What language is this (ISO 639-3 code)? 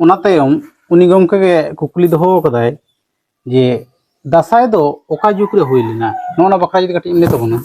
sat